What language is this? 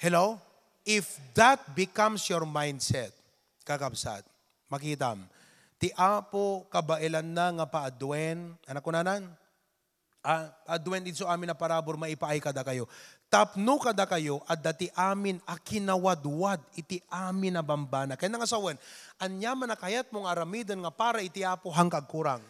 Iloko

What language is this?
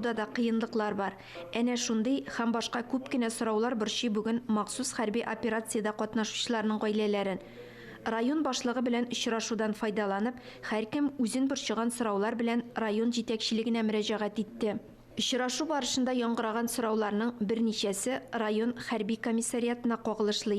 Tatar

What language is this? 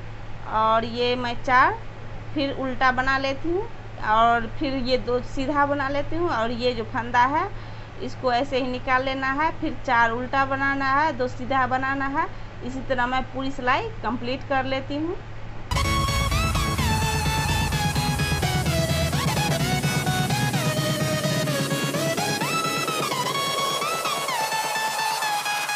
Hindi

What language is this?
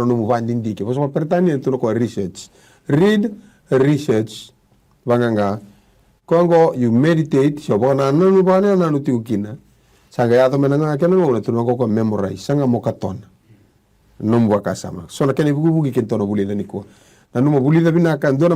Fijian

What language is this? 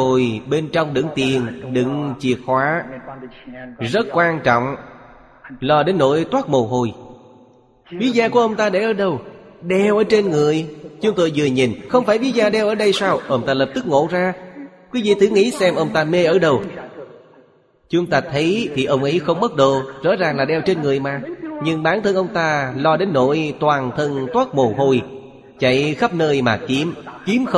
Vietnamese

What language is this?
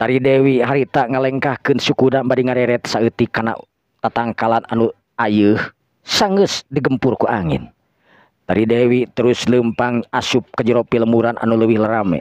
Sundanese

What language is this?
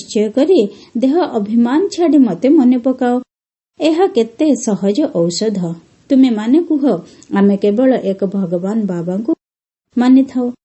Odia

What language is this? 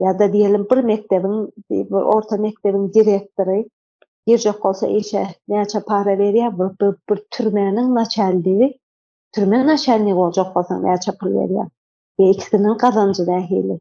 Turkmen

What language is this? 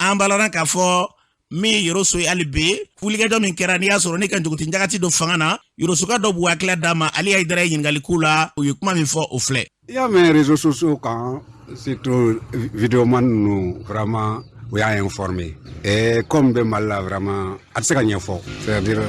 Bambara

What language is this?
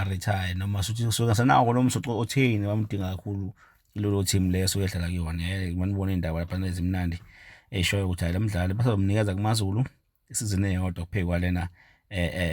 Zulu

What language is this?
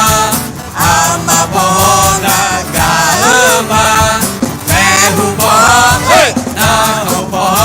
Akha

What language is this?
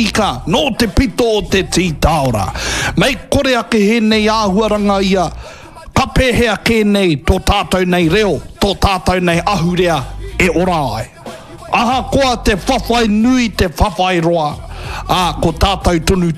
Māori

